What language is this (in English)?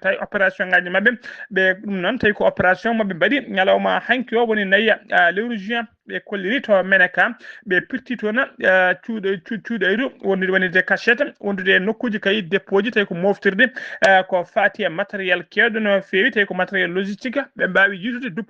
Fula